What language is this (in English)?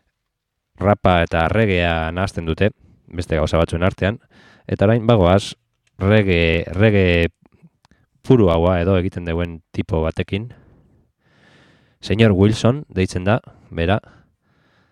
Basque